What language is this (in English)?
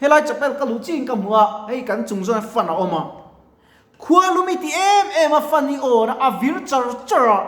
Mizo